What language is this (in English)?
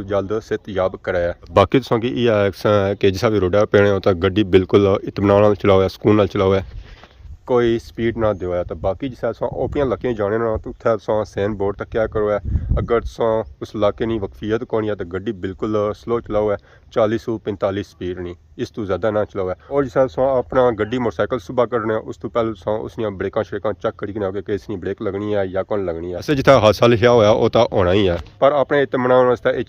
Pahari-Potwari